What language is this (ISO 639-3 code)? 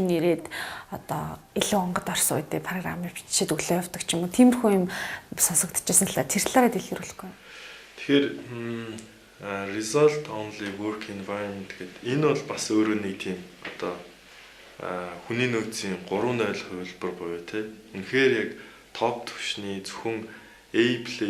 mon